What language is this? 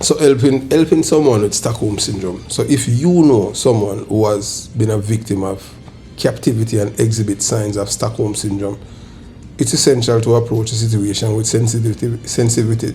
Jamaican Creole English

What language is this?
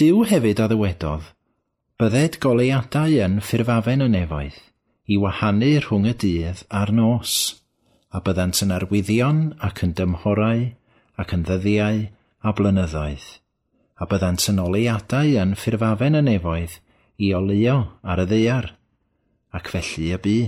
Welsh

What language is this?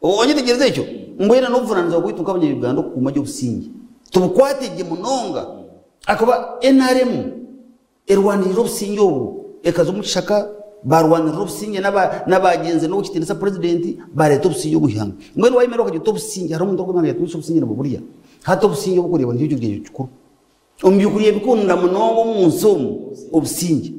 Nyankole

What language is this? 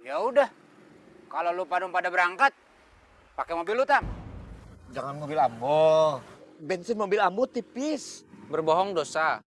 Betawi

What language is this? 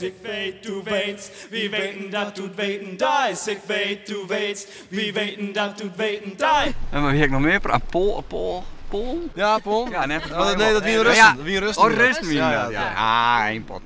Western Frisian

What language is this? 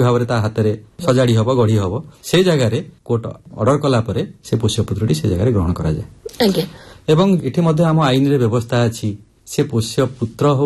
Odia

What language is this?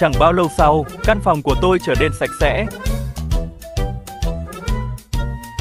Vietnamese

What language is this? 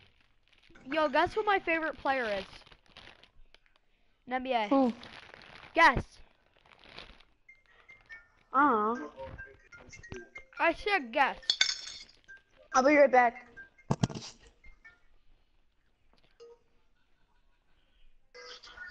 English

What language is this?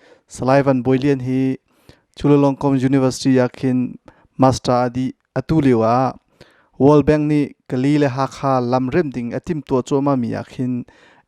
Hakha Chin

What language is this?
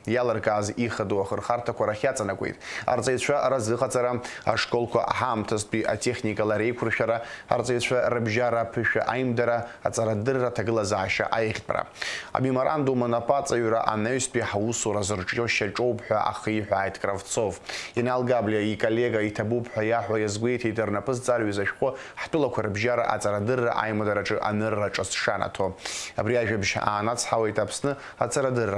Abkhazian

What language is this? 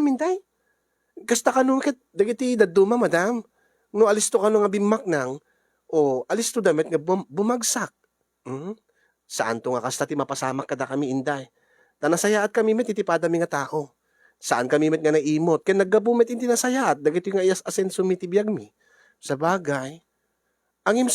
Iloko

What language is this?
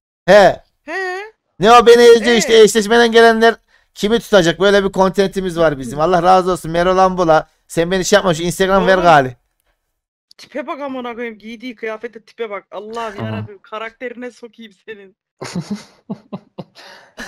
Turkish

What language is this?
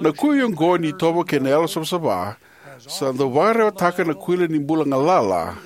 Fijian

